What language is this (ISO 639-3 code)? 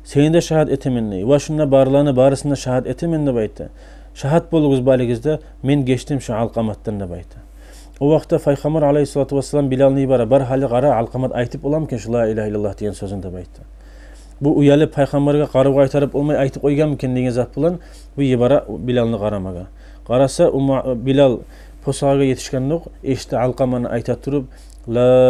kum